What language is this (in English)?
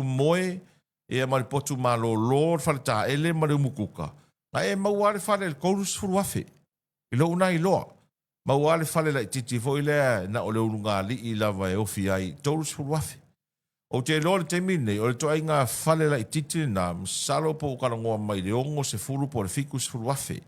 Samoan